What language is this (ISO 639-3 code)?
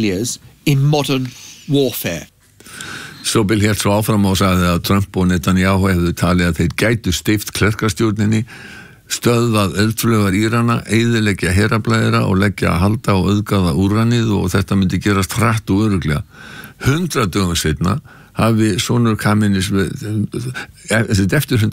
isl